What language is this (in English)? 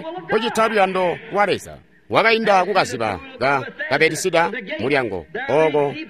Tonga (Zambia)